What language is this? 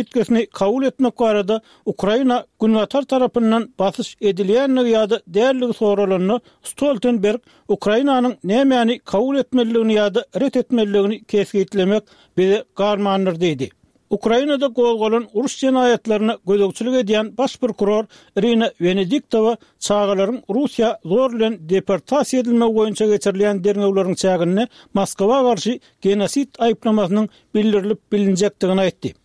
Turkmen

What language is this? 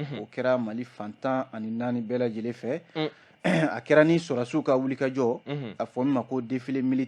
Bambara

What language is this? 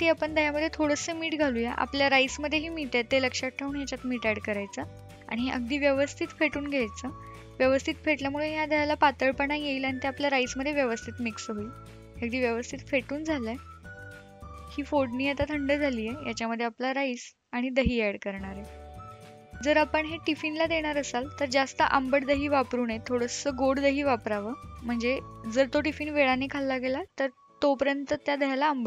Marathi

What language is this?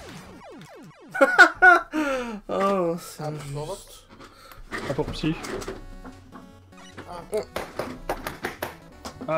French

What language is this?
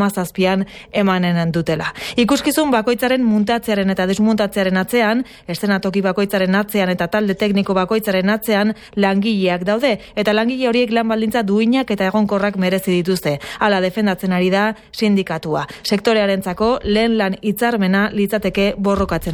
Basque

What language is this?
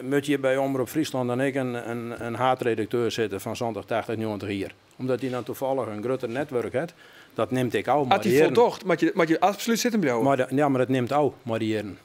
Western Frisian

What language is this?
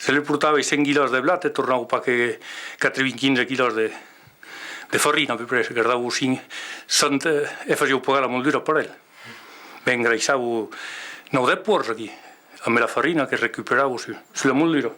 Occitan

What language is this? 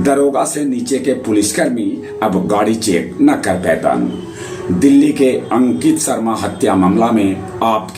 Magahi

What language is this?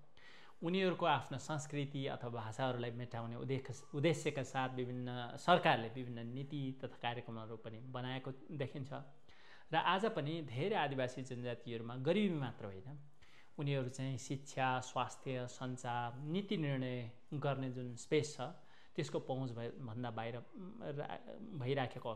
Nepali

